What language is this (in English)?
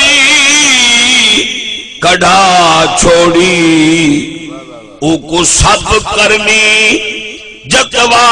Saraiki